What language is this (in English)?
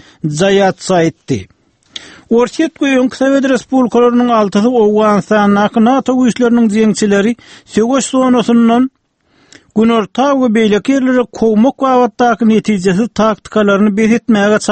Turkmen